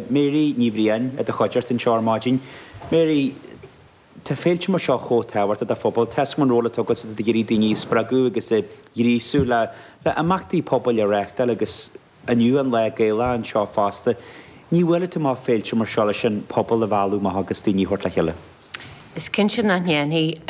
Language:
Irish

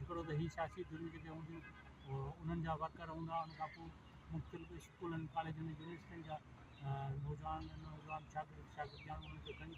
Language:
Sindhi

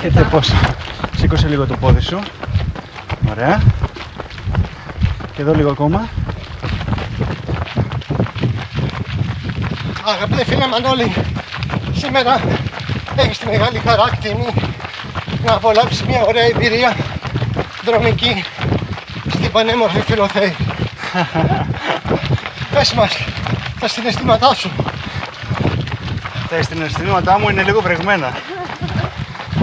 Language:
Greek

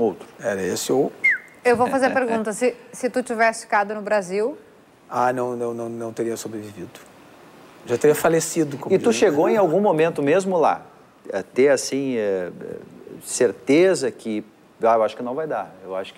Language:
Portuguese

